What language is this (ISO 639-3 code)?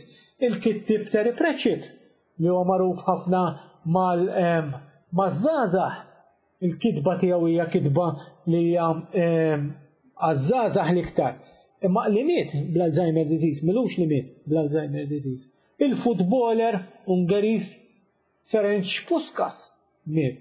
mlt